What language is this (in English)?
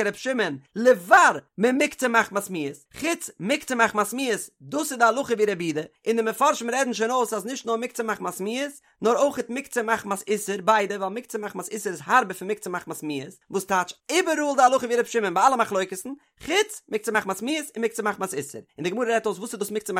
Yiddish